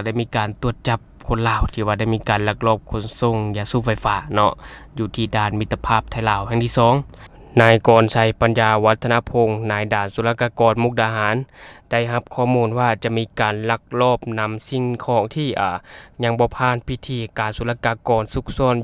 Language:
Lao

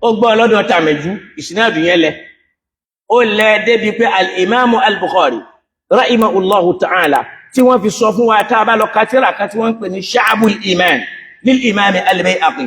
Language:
Yoruba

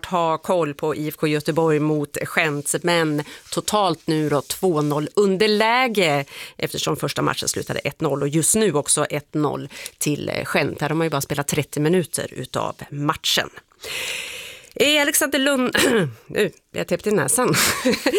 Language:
Swedish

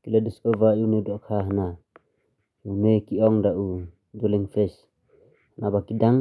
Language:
Khasi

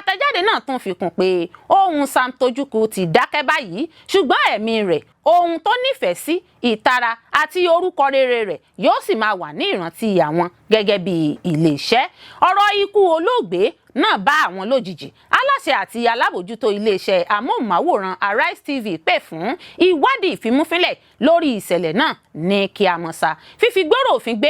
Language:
Yoruba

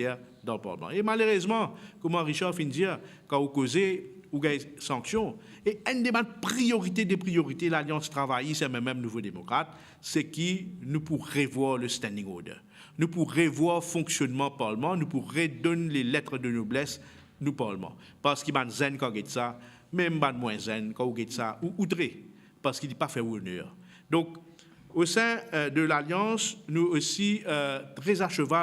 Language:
Morisyen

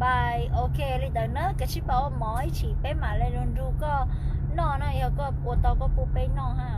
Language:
Hmong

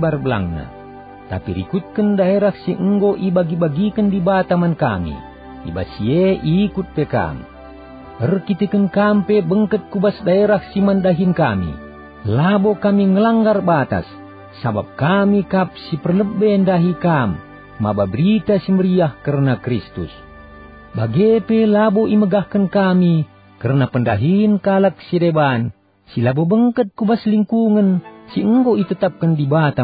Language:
Batak Karo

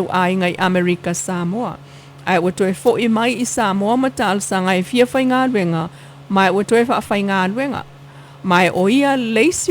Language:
Samoan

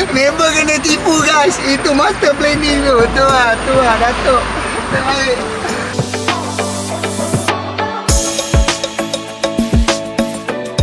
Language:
Malay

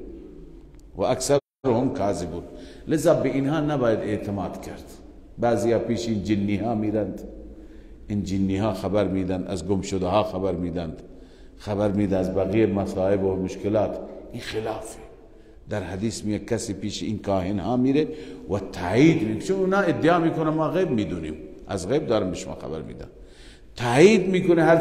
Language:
Persian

